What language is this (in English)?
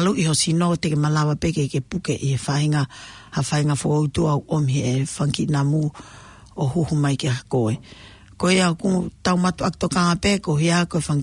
Tongan